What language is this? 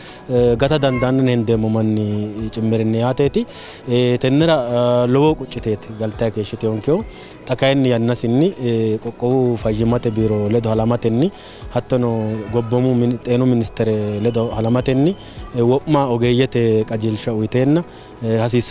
Sidamo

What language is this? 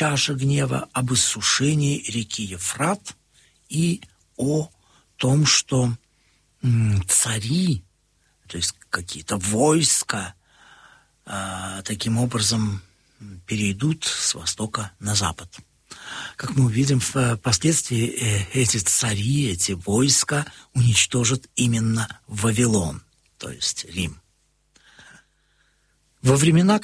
Russian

